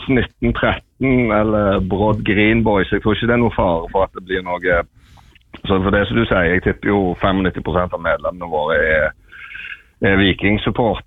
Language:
Norwegian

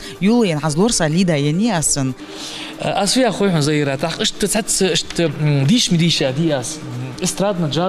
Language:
Ingush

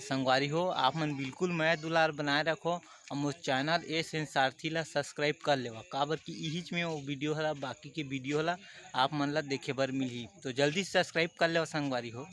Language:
Chhattisgarhi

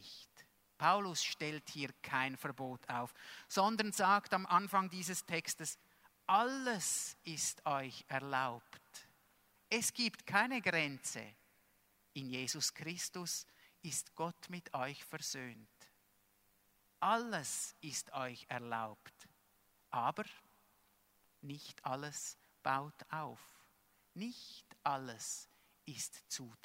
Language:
German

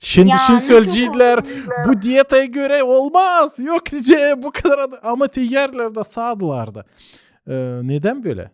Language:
Gagauz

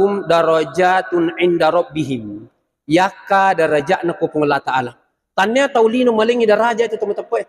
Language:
Buginese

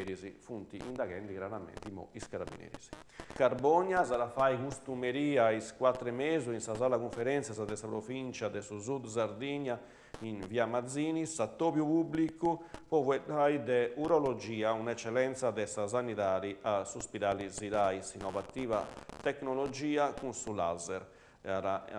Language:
Sardinian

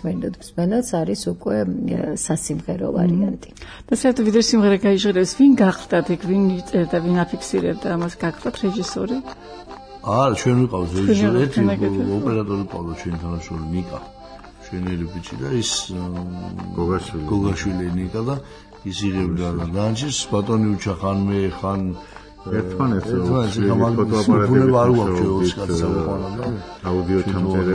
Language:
Georgian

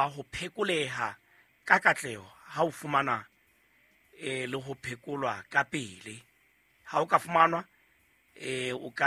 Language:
Southern Sotho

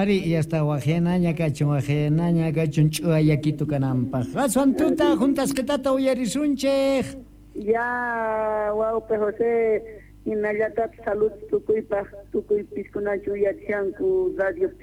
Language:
Quechua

